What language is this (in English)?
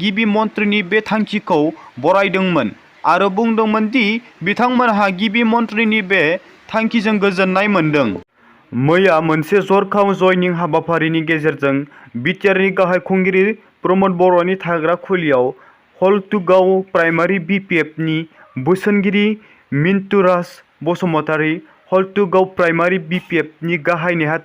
Bodo